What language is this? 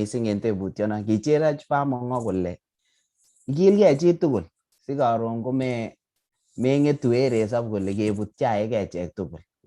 Kalenjin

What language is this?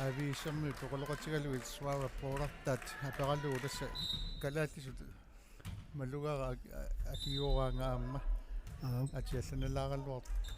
Kalaallisut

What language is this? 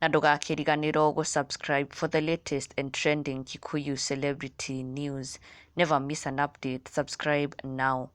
Kikuyu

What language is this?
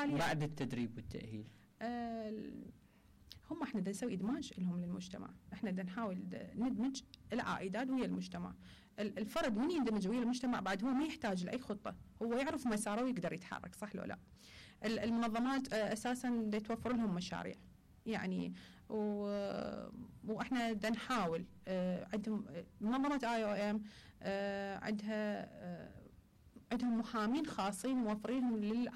Mesopotamian Arabic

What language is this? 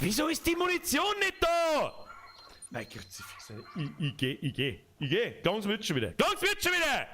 Bavarian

